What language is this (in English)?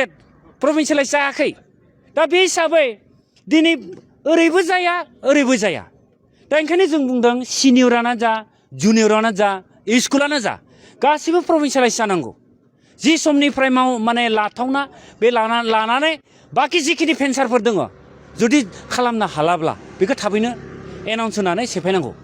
Bodo